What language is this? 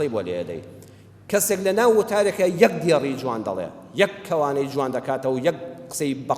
Central Kurdish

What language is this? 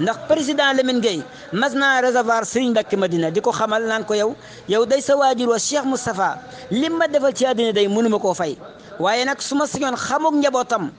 Wolof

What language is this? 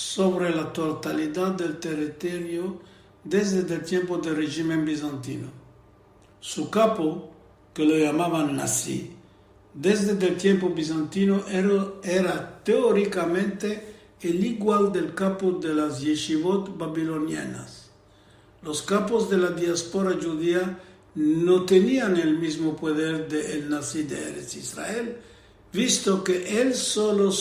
Ladino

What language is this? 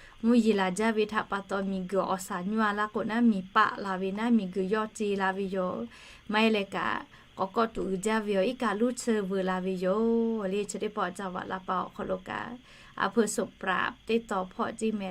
Lahu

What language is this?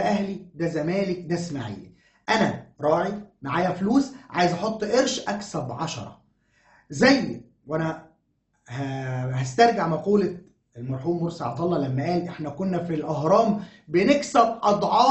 Egyptian Arabic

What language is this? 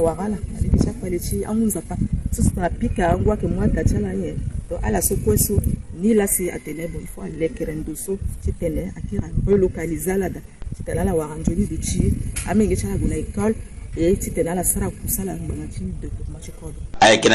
Sango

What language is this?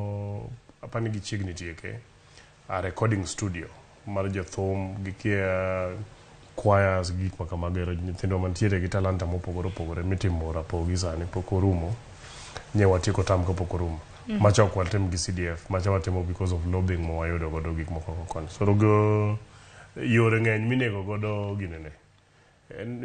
Luo (Kenya and Tanzania)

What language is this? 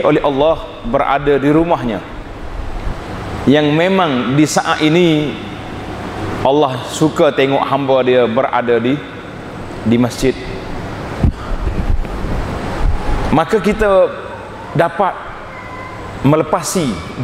Malay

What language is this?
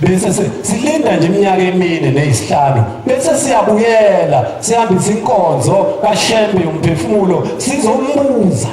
Zulu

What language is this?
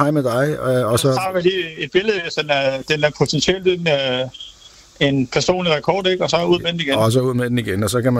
Danish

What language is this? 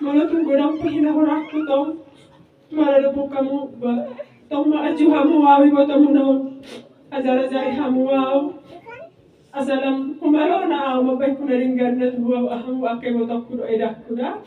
Batak Toba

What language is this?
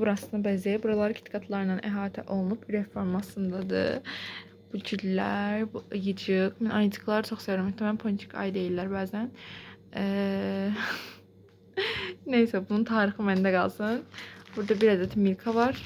Azerbaijani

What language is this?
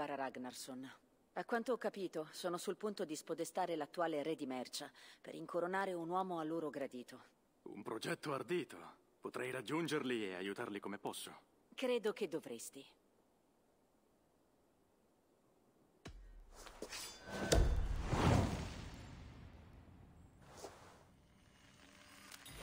Italian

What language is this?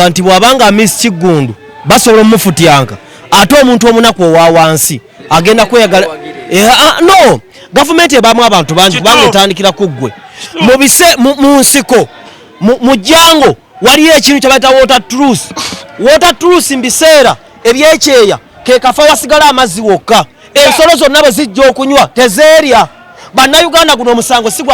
Ganda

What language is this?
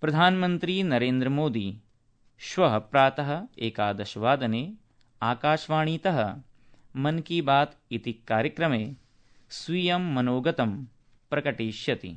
Sanskrit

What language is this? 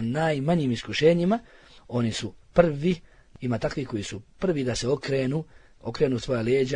Bosnian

